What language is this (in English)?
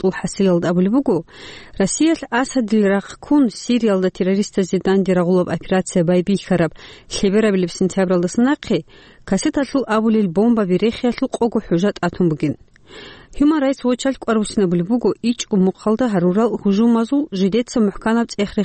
Avaric